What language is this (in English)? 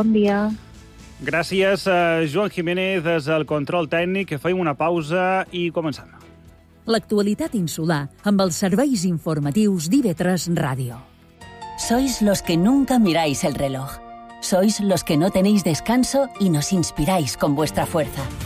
Catalan